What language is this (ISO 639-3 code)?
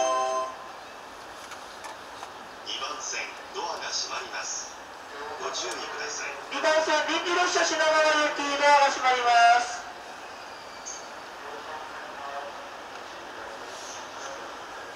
jpn